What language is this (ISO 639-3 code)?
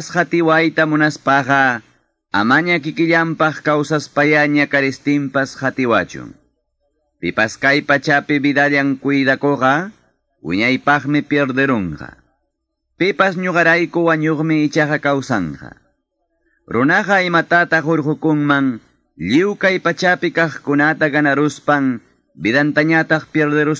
quy